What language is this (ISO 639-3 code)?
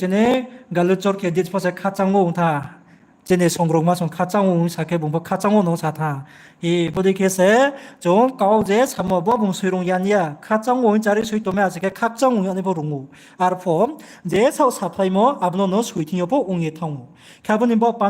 ria